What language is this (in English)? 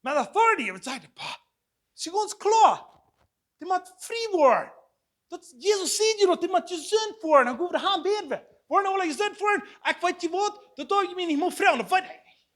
Plautdietsch